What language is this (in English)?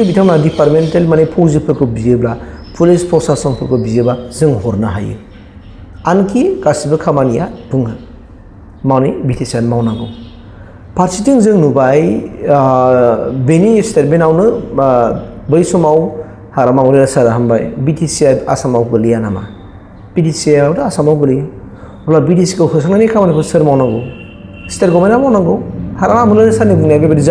Bodo